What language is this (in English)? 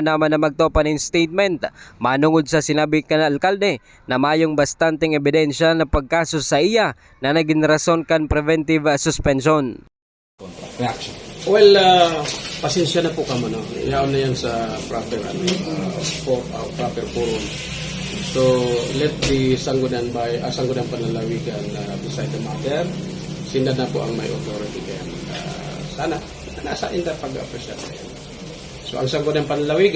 Bikol